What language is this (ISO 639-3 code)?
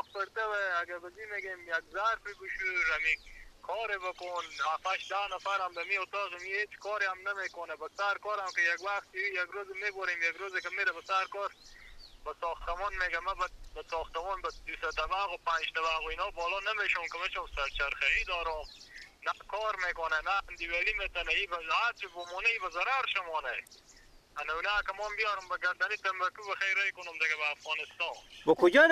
fas